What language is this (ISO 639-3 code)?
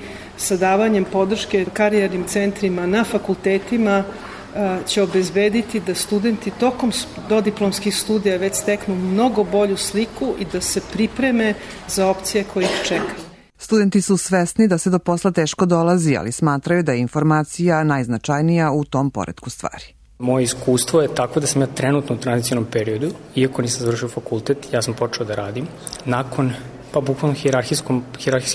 srp